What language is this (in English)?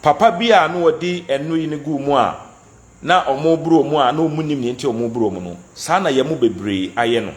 Akan